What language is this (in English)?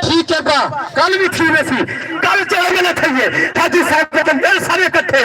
Saraiki